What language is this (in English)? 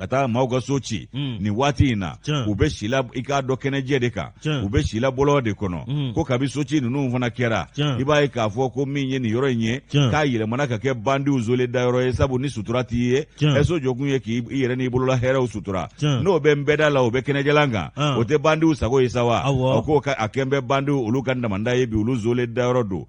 Bambara